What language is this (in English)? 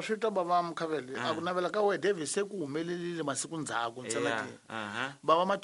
Tsonga